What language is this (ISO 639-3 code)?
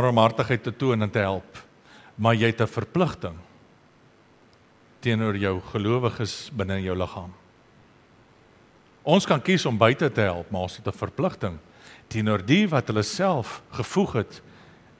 afr